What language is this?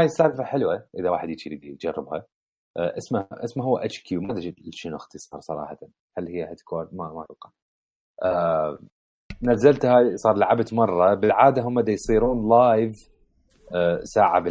Mesopotamian Arabic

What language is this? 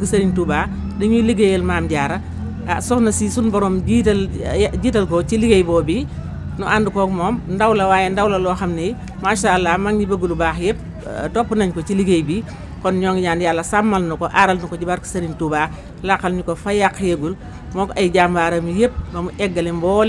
Wolof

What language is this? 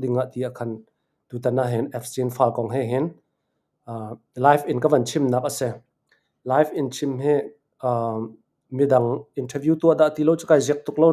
Hakha Chin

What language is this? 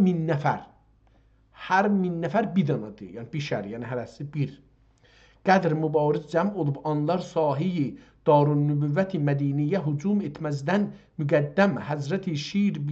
South Azerbaijani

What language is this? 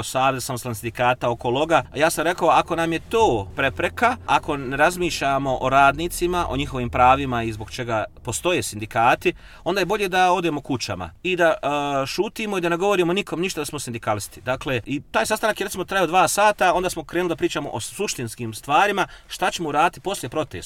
Serbian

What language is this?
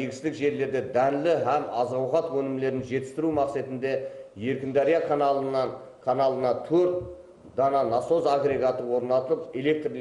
Kara-Kalpak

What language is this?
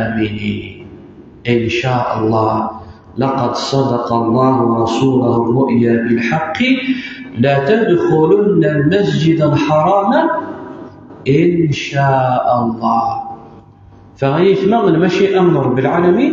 Kabyle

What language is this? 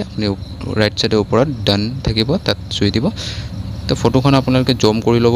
Assamese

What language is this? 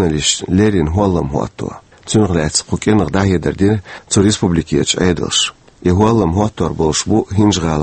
Chechen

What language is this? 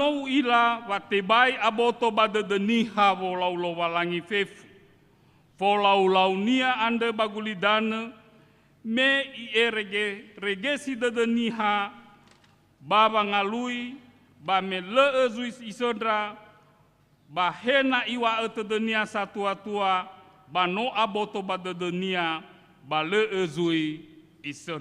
Nias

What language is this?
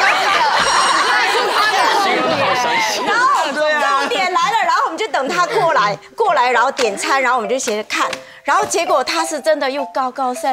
Chinese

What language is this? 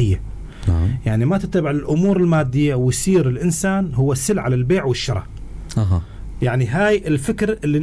North Levantine Arabic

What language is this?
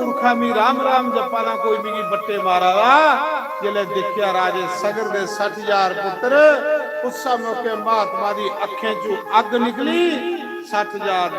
Dogri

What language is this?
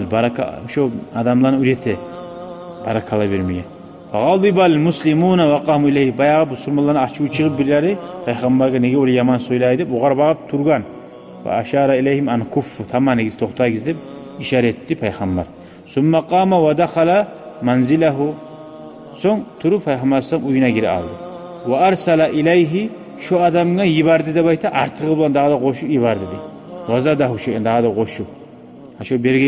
Kumyk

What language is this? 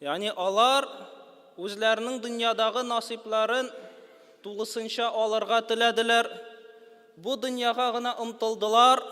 Tatar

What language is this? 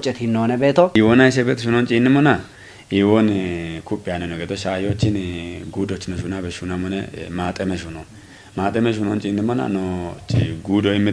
Kafa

